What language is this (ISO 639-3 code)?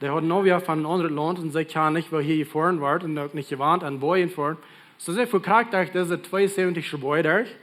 pdt